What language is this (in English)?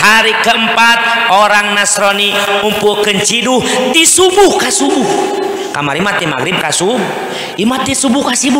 Sundanese